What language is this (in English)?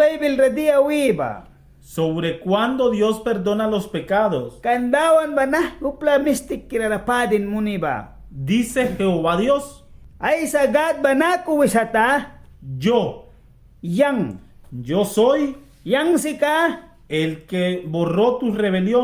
Mískito